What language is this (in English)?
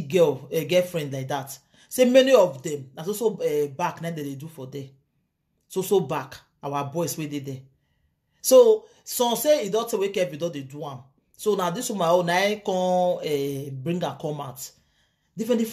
Nigerian Pidgin